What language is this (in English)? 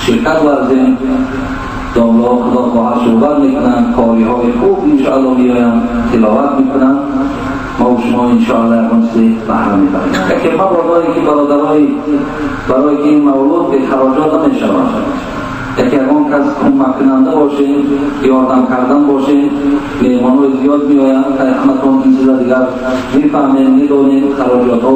Tajik